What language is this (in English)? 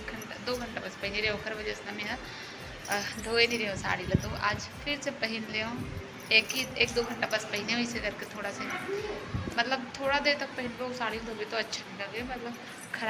Chhattisgarhi